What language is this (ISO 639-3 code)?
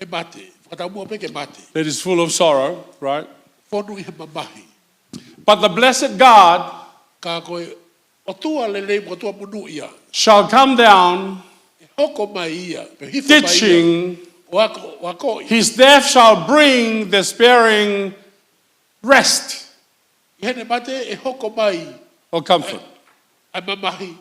ton